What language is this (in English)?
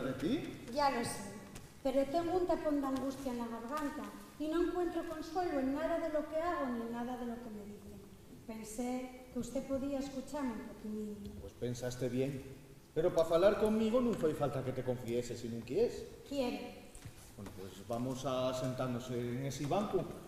Asturian